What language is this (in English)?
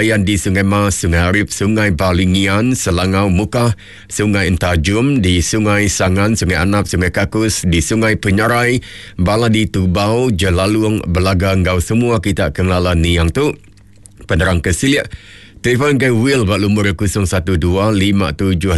Iban